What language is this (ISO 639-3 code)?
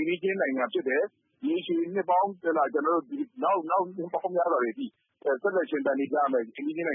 mya